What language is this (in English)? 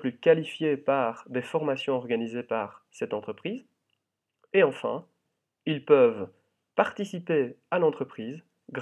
French